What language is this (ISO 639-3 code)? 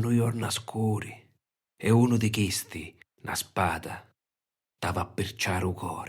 scn